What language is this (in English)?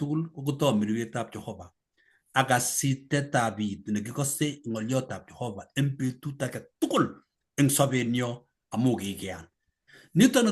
Kalenjin